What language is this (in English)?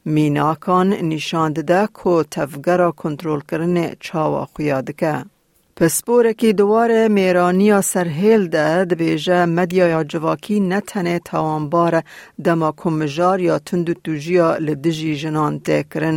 Kurdish